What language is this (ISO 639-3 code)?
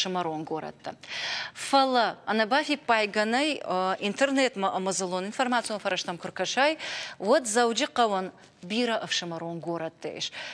oss